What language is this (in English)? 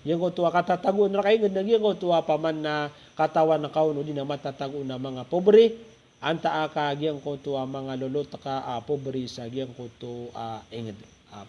Maranao